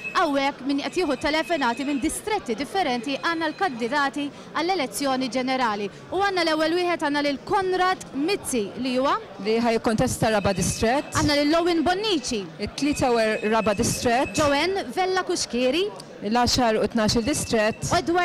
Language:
Maltese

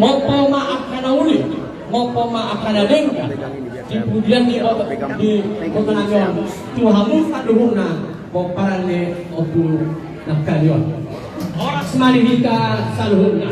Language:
Batak Toba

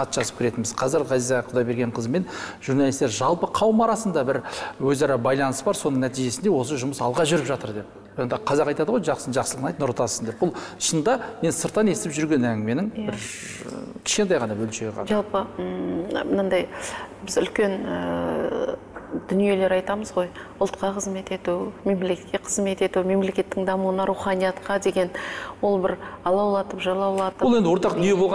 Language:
Kazakh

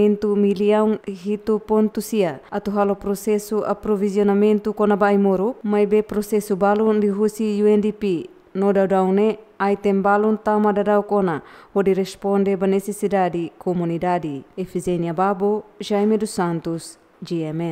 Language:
Tetum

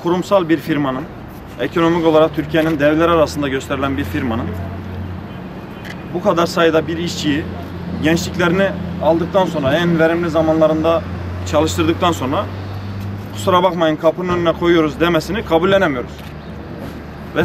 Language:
Turkish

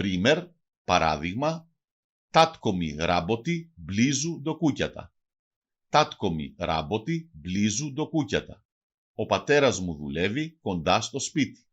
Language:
Macedonian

